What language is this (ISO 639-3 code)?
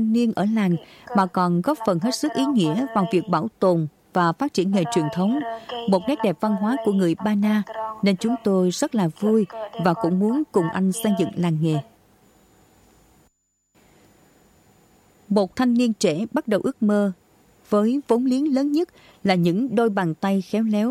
vie